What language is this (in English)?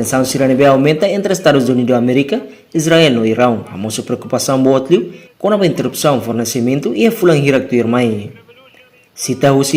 Tetum